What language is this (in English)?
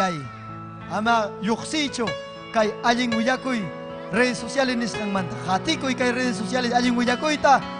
Ayacucho Quechua